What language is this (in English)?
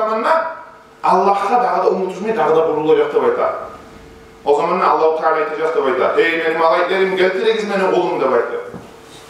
Kumyk